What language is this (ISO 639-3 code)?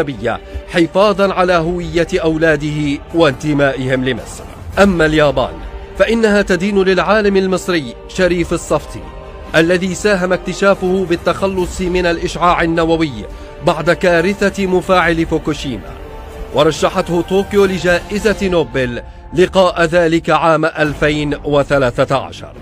ara